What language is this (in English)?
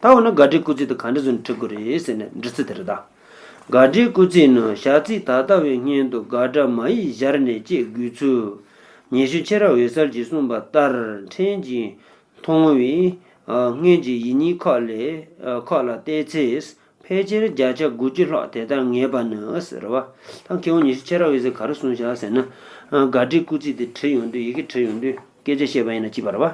Tibetan